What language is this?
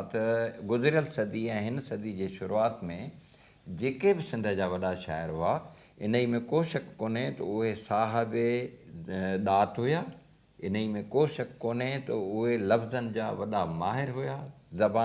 Sindhi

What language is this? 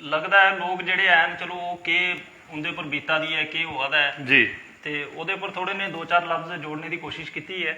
Dogri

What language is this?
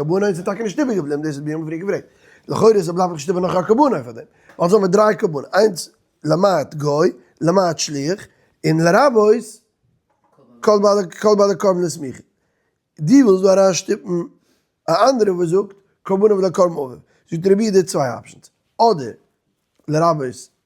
Yiddish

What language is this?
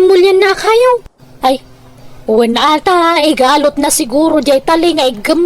Iloko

